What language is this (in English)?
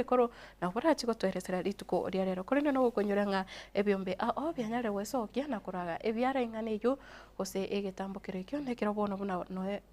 Gusii